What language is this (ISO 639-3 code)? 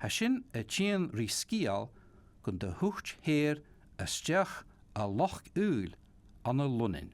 gla